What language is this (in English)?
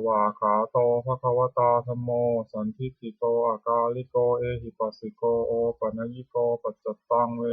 Pali